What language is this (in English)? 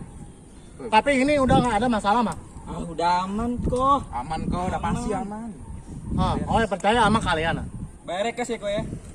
Betawi